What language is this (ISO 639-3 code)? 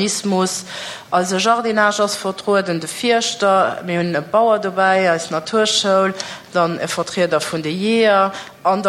ltz